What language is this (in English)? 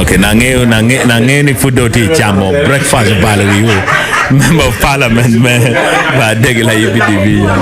Acoli